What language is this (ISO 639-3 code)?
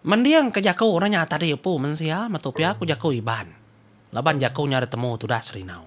iba